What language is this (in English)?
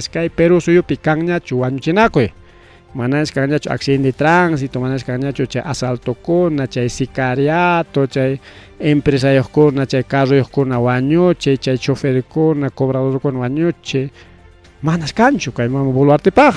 Ayacucho Quechua